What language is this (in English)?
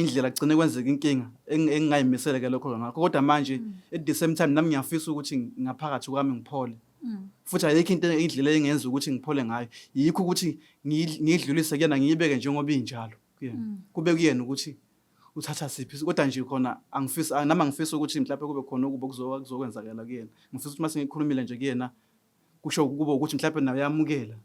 Zulu